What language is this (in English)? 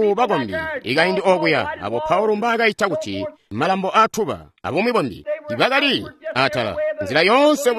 Tonga (Zambia)